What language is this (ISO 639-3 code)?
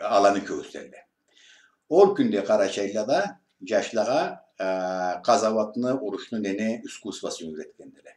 krc